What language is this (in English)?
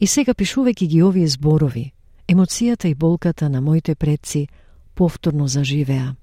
Macedonian